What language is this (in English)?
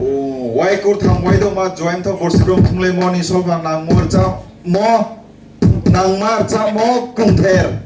Riang (India)